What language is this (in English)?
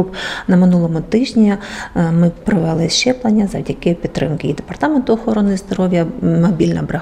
Ukrainian